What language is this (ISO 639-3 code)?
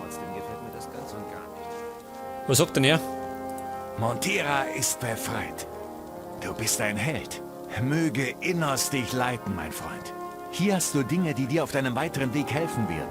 bar